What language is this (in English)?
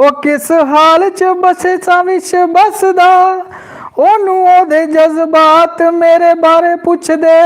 Dogri